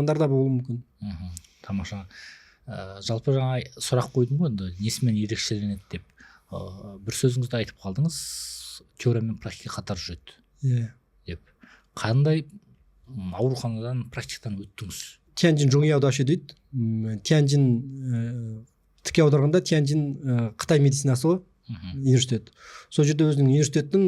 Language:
Kazakh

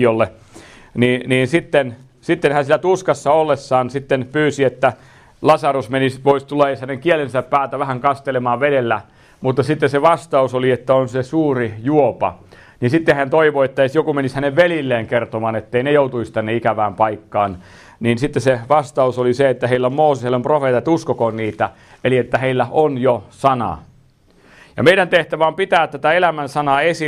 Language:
Finnish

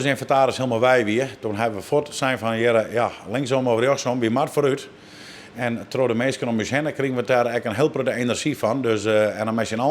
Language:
Western Frisian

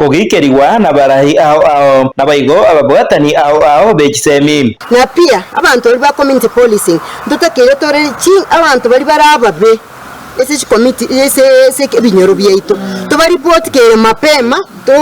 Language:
Gusii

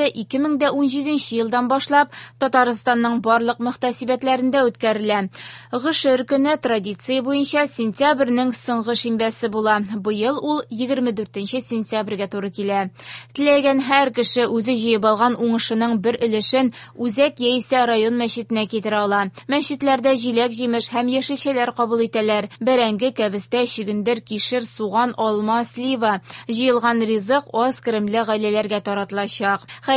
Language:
Tatar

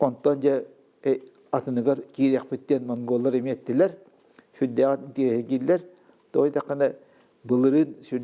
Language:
Yakut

